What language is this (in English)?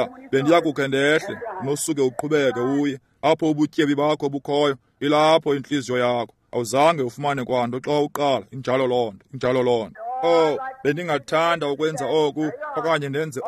Xhosa